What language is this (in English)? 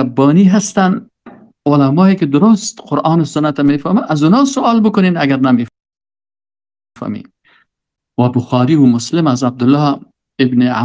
Persian